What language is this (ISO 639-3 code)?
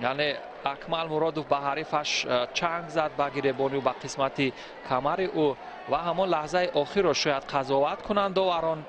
tgk